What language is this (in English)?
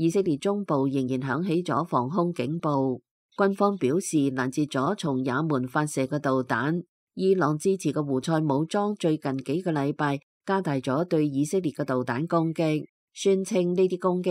Cantonese